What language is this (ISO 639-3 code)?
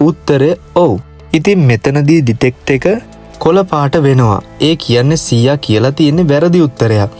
sin